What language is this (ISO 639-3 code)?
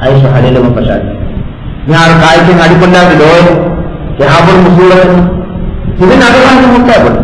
div